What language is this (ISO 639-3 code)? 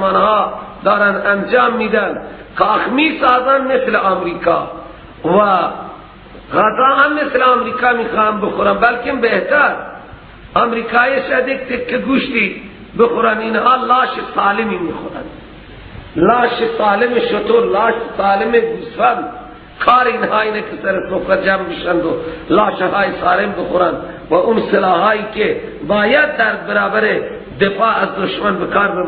fas